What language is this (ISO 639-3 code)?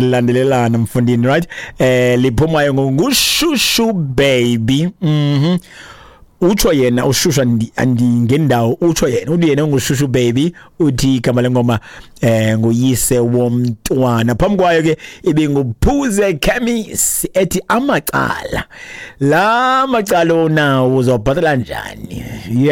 xho